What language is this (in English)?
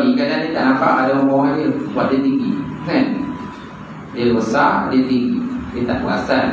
Malay